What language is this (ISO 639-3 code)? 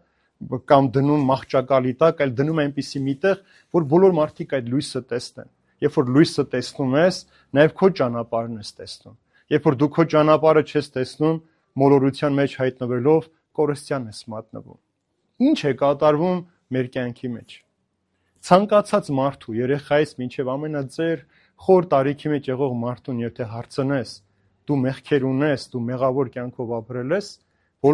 hye